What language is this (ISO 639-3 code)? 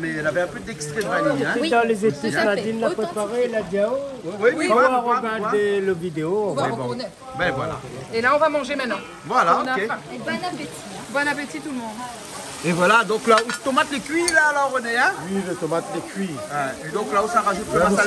rcf